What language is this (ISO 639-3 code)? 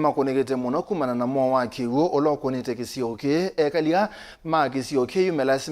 kam